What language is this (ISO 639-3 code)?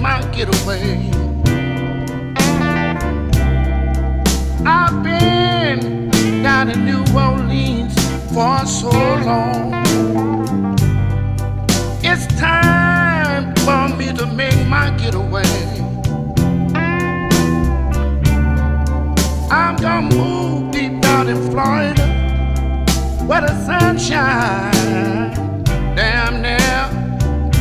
eng